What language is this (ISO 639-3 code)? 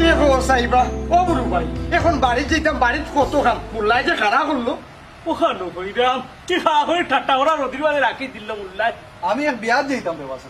syl